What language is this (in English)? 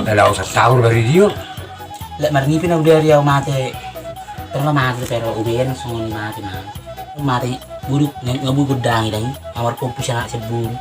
Batak Toba